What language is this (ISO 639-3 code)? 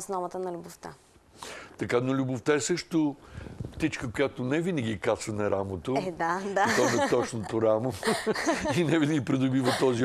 bul